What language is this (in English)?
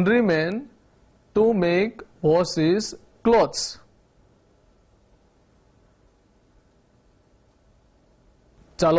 Gujarati